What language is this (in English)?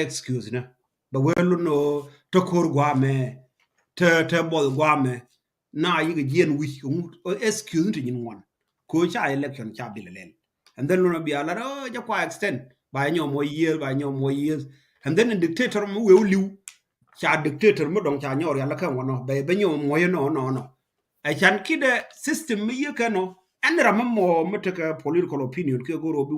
Nuer